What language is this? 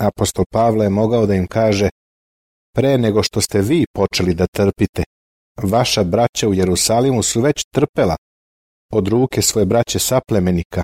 Serbian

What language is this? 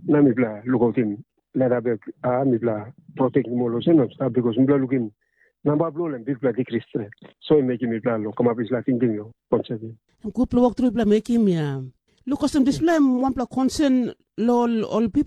Tok Pisin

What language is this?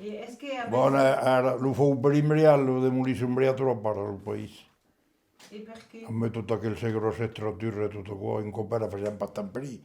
Occitan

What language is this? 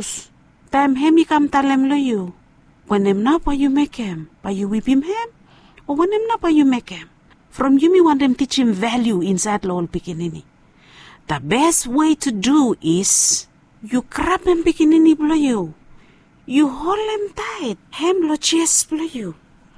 Bislama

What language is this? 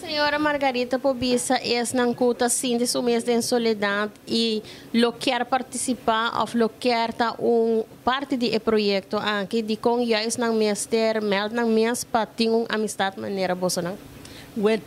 Papiamento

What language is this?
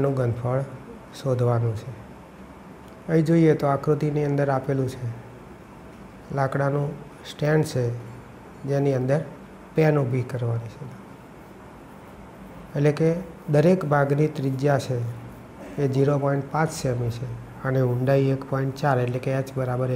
Gujarati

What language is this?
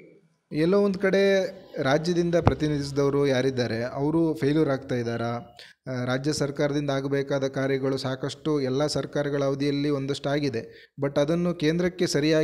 Kannada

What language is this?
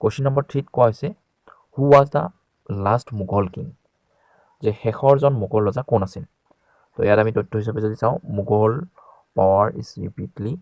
Assamese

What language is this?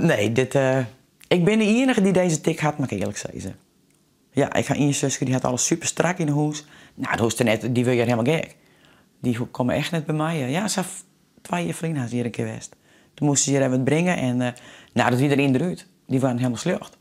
Western Frisian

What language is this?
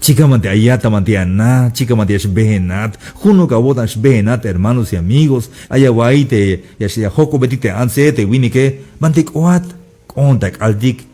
Tzeltal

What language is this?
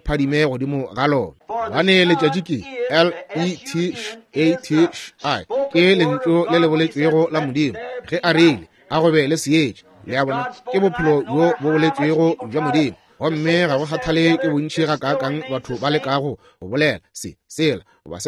Northern Sotho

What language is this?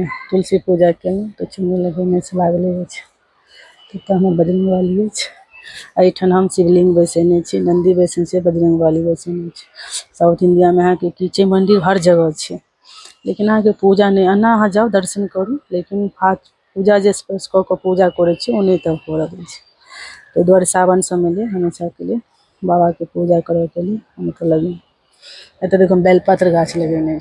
Maithili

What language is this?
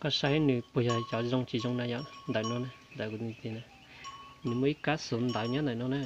Hmong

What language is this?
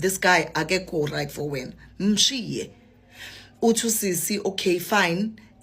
Zulu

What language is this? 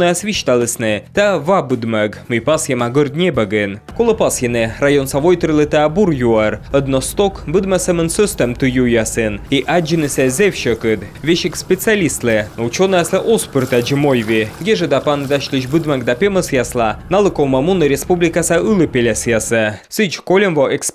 Komi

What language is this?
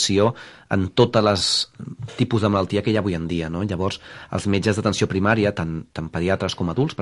Catalan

